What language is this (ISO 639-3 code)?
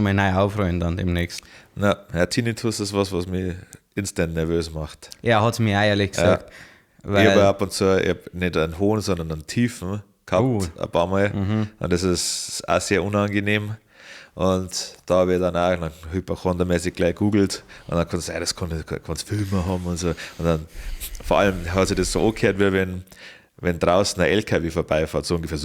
bar